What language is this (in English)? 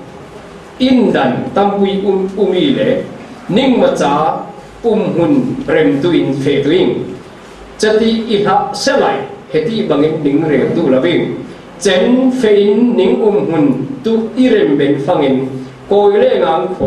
Falam Chin